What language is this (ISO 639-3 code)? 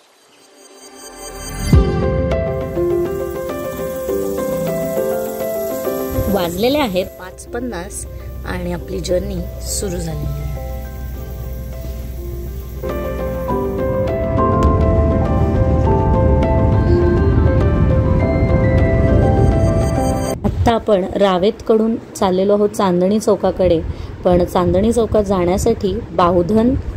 mar